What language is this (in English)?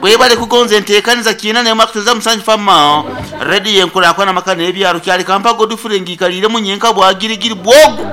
Nyankole